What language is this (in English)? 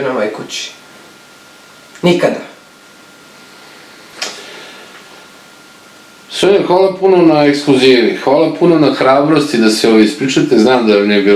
Serbian